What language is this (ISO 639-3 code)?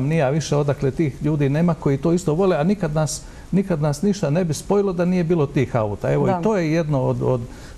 bos